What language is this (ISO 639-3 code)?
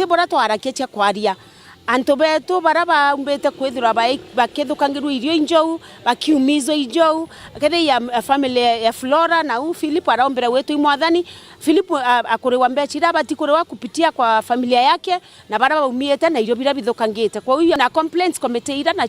mer